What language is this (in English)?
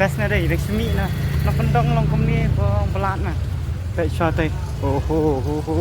Khasi